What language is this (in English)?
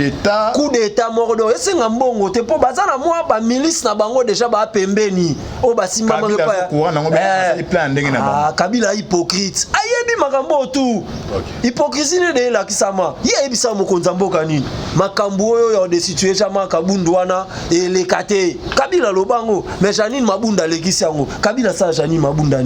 Lingala